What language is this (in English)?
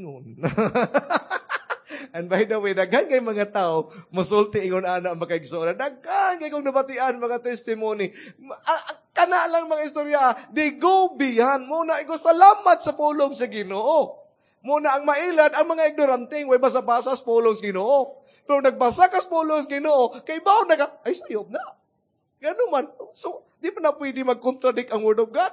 Cebuano